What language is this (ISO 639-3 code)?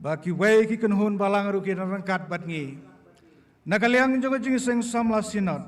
kha